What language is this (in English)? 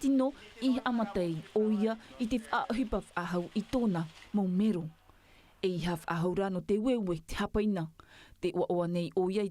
Tahitian